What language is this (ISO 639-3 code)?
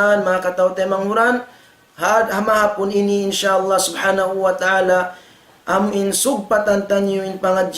tsg